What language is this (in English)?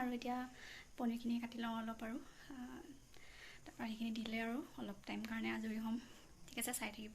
Assamese